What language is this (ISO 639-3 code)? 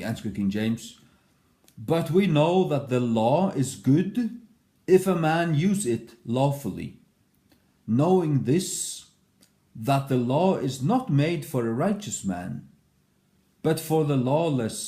fao